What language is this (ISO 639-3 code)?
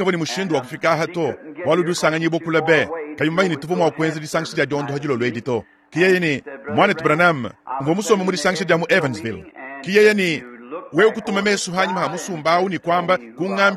lua